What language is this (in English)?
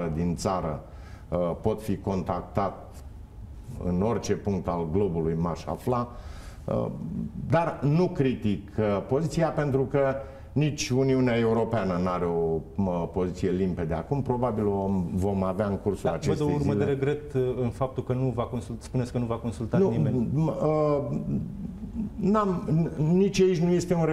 Romanian